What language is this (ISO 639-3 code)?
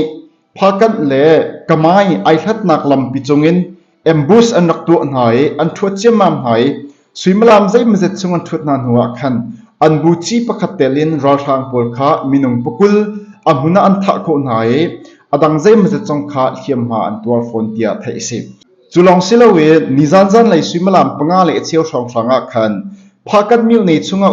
cnh